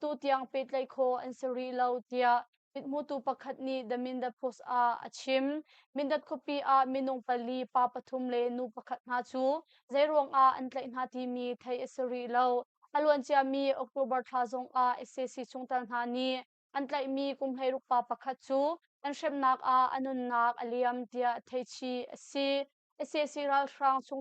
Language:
Hakha Chin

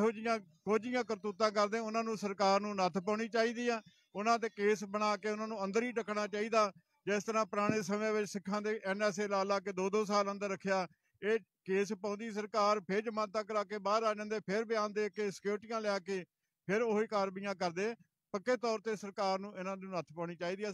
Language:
Punjabi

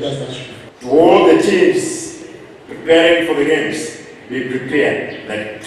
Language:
Gusii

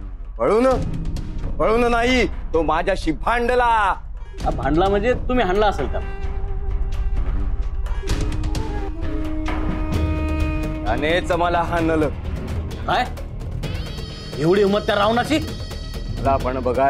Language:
Marathi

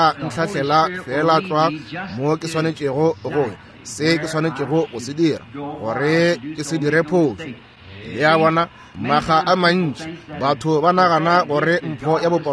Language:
Northern Sotho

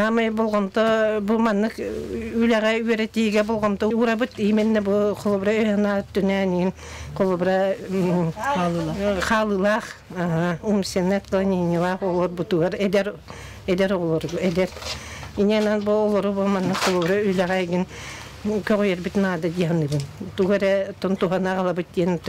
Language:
Yakut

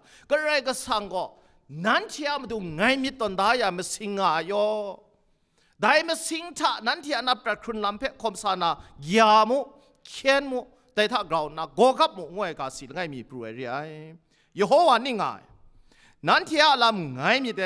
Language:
Kachin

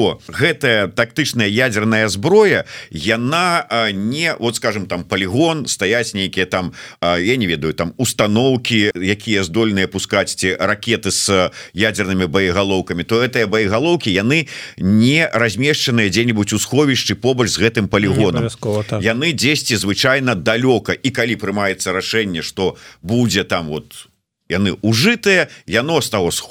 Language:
Belarusian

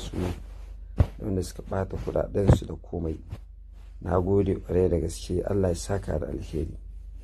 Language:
Hausa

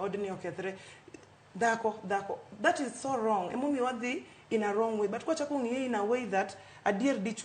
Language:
Luo (Kenya and Tanzania)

